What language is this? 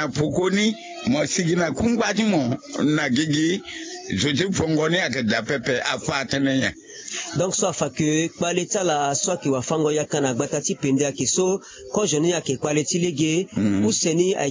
Sango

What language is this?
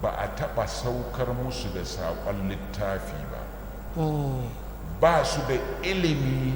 Hausa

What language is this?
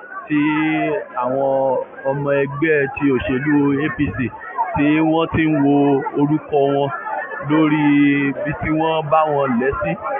Yoruba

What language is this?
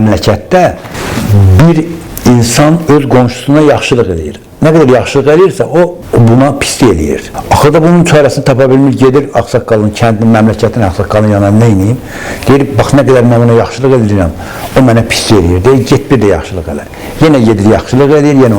Azerbaijani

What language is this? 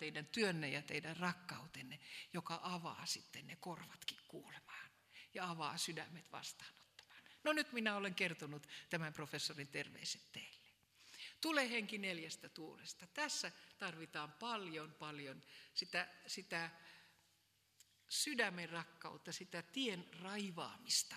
Finnish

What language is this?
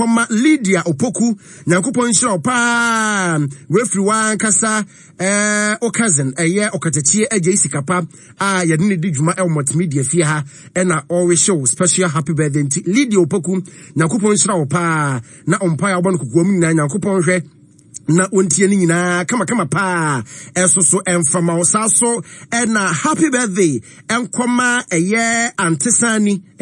Akan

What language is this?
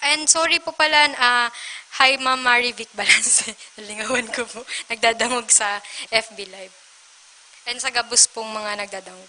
Bikol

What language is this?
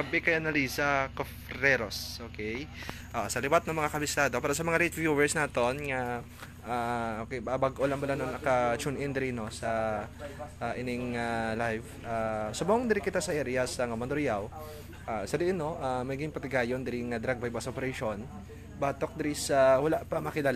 Hiligaynon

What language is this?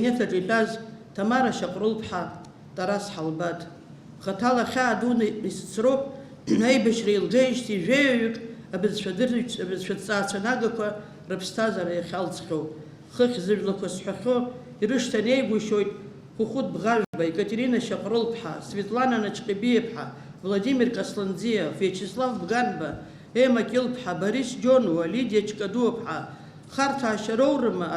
Abkhazian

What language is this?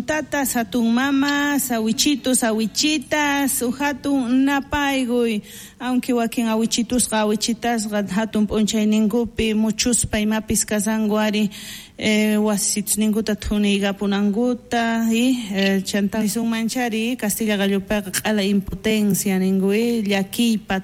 South Bolivian Quechua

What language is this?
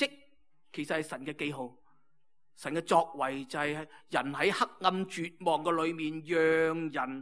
Cantonese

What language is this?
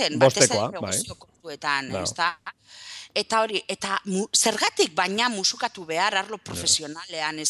Basque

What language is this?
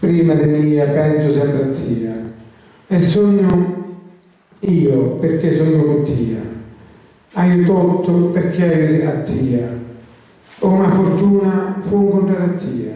Sicilian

